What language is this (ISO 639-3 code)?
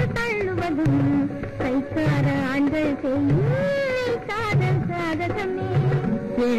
tam